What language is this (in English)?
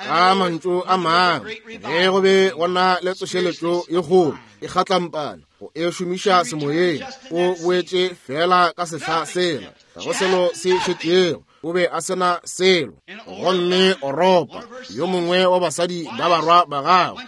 Northern Sotho